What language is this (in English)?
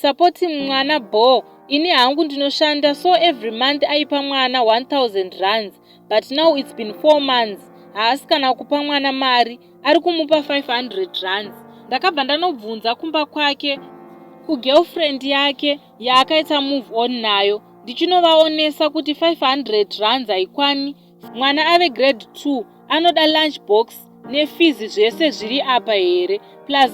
Shona